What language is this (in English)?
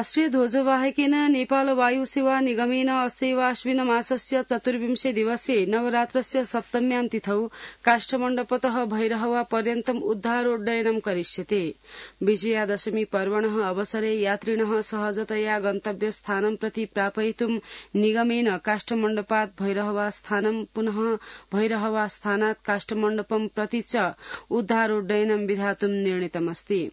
Sanskrit